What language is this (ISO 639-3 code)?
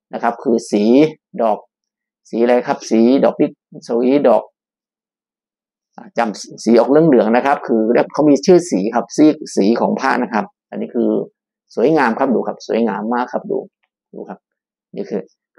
tha